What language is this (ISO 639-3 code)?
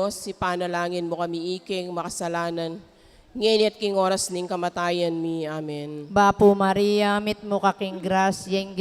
pam